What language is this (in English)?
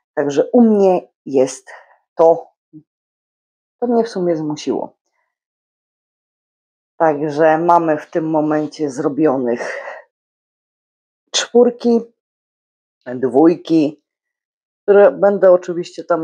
Polish